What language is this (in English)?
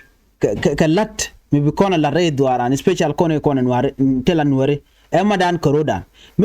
Nuer